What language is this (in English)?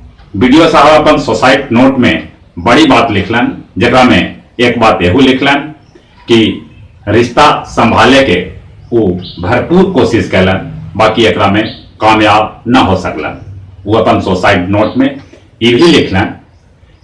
Magahi